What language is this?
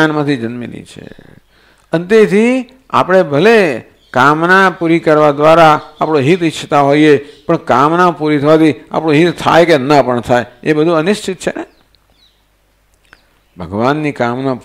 Gujarati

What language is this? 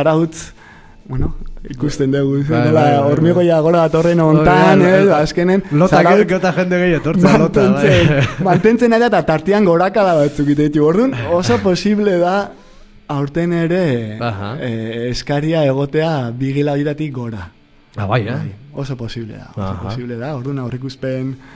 Basque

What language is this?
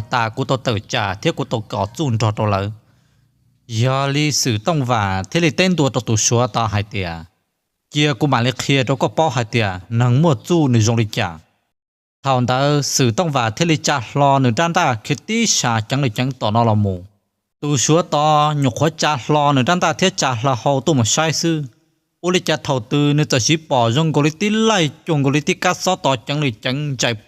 Hmong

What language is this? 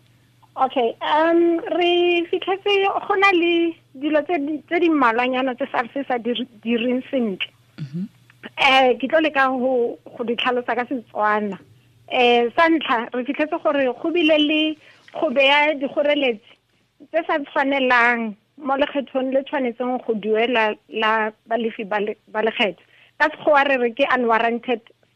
Tswana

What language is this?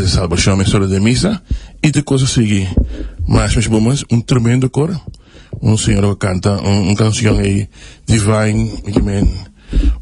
Papiamento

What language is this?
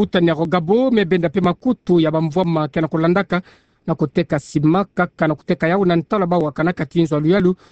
Kituba (Democratic Republic of Congo)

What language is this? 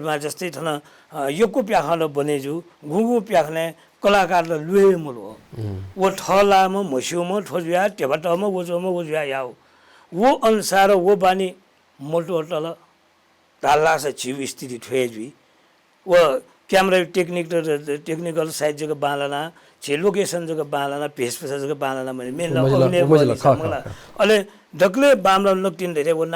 Newari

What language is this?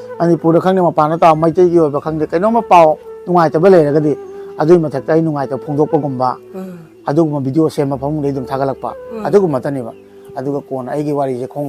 Manipuri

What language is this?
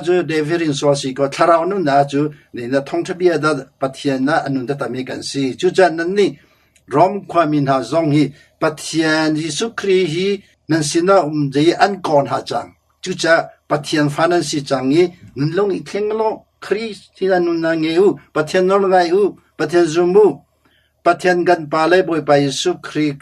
Hakha Chin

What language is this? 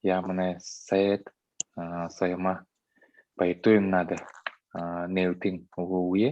Buriat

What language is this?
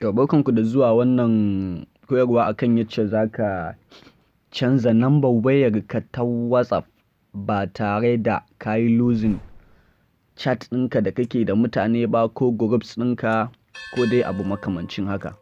Hausa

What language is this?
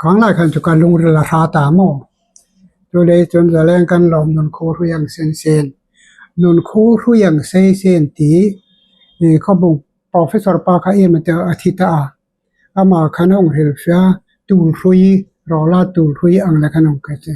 Hmar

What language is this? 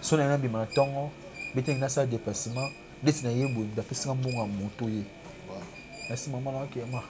Lingala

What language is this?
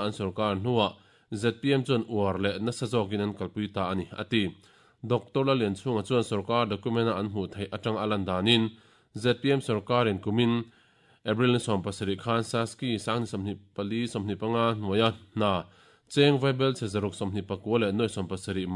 Mizo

